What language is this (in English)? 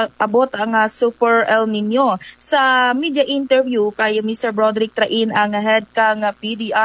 Kinaray-a